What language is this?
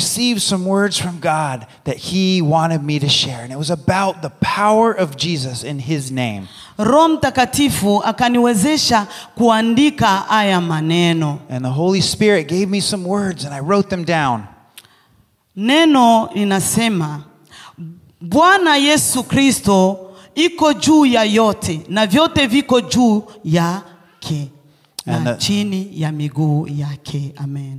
Swahili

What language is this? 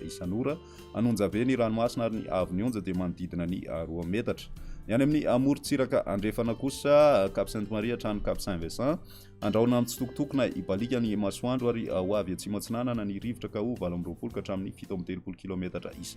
Malagasy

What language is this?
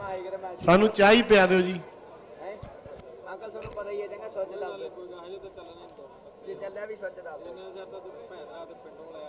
Punjabi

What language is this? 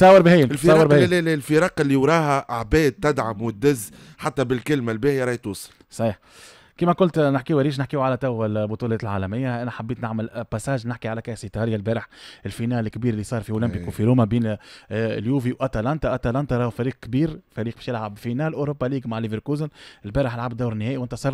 Tunisian Arabic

